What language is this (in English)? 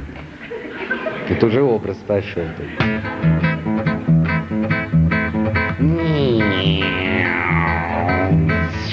Russian